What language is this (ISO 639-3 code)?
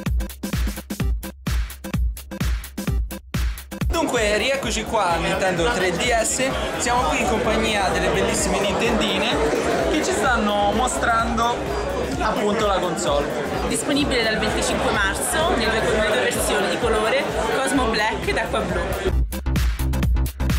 ita